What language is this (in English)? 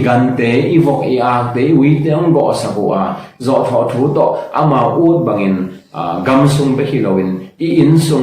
Tedim Chin